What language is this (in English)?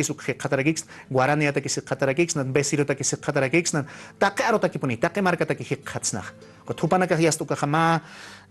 Aymara